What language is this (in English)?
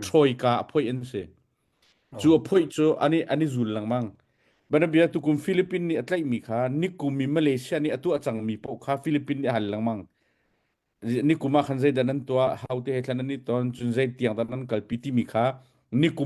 Hakha Chin